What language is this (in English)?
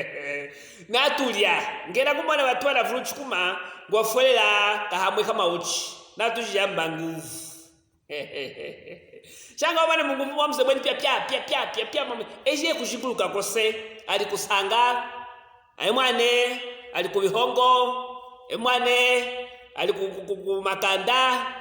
Luvale